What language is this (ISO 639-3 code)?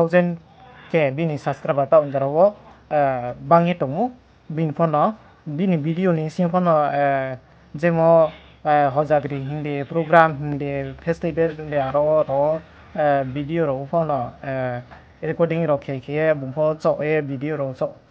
ria